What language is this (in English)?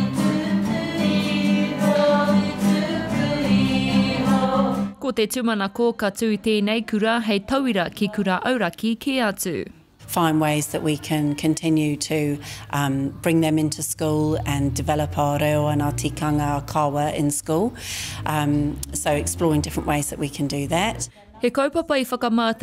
Māori